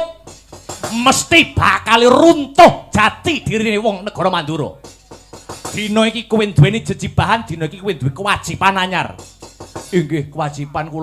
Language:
Javanese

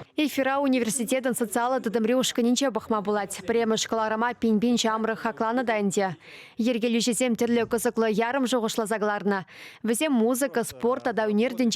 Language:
Chuvash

